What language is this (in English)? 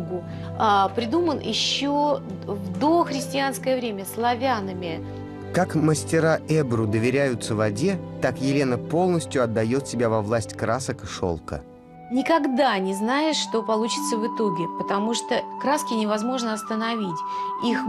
Russian